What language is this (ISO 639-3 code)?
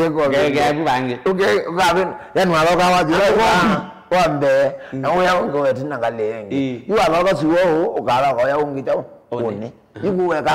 kam